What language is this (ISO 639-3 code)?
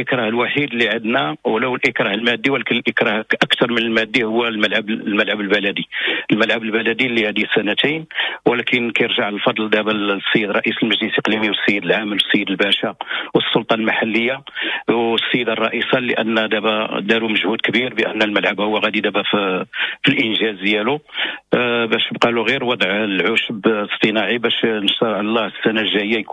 ary